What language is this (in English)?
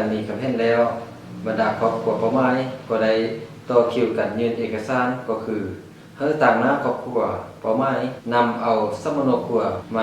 Lao